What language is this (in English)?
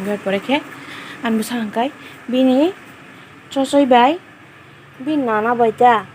Kok Borok